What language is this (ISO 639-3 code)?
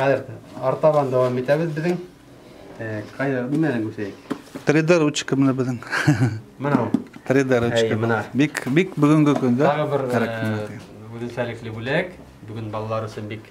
bak